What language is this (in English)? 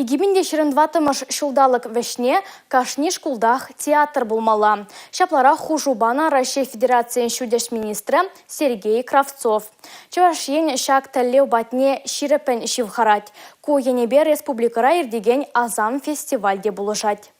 Chuvash